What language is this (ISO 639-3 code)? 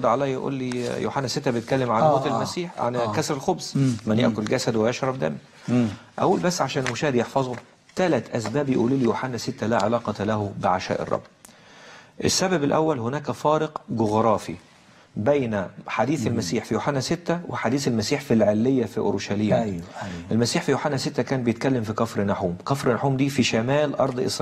arz